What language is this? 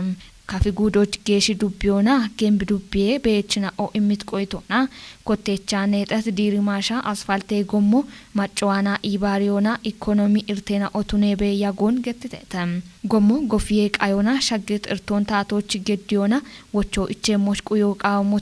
Kafa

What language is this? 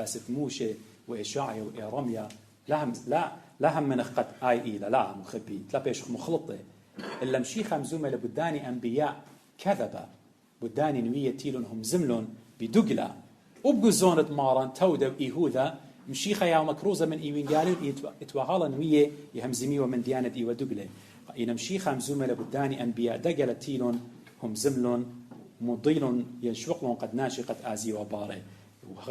Assyrian Neo-Aramaic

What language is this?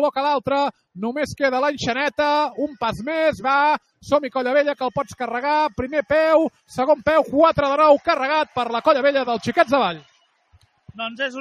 Catalan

